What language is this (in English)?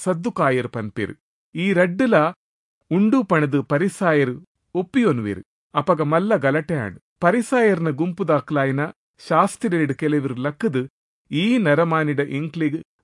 Tulu